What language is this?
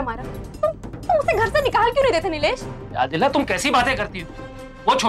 Hindi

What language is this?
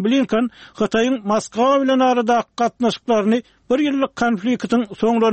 Turkmen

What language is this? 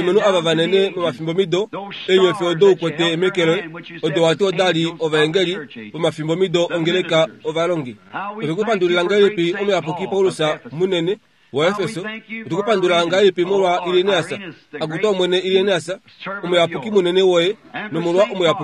Kuanyama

